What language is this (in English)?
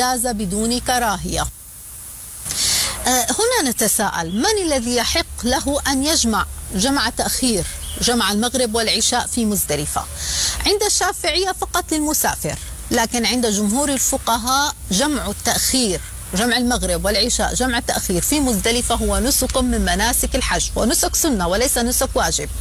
Arabic